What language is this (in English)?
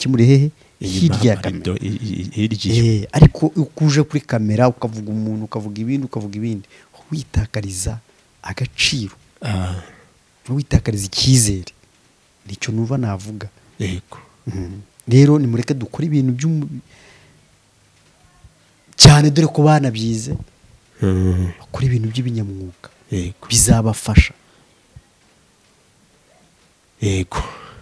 Kinyarwanda